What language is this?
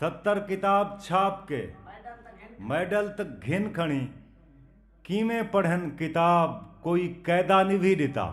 Saraiki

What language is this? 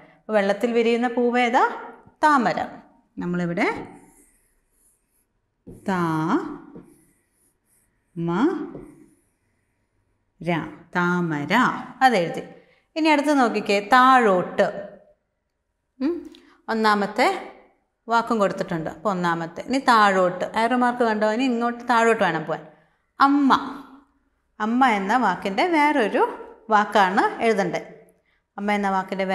Malayalam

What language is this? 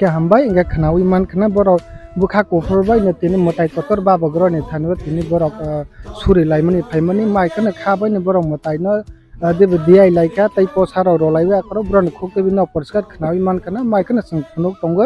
Kok Borok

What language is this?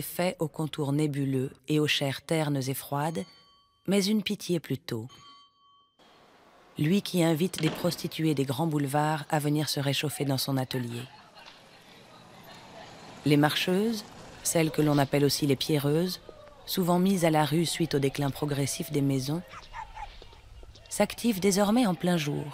French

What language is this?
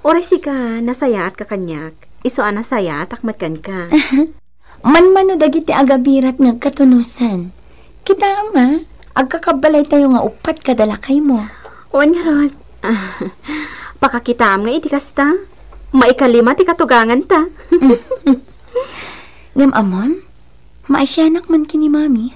Iloko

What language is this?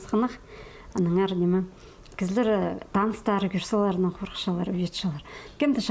Khakas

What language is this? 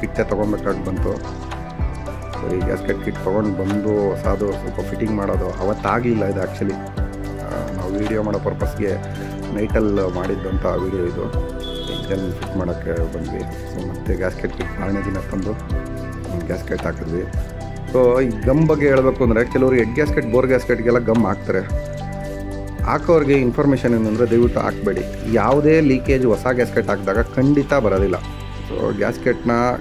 Kannada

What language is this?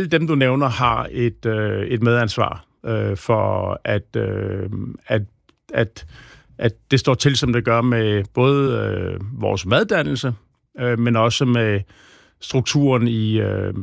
Danish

